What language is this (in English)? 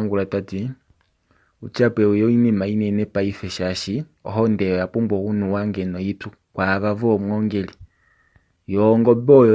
Kuanyama